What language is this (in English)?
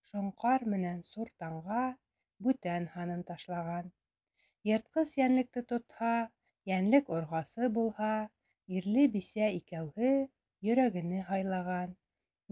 Bashkir